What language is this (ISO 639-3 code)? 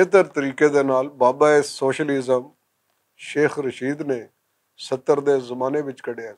lah